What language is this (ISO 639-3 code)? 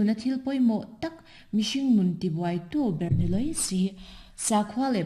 lus